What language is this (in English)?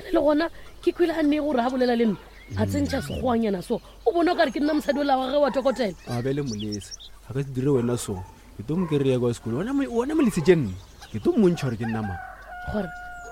Northern Sotho